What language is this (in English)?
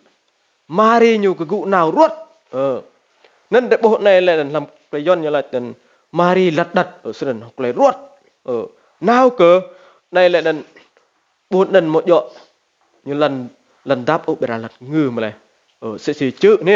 Rade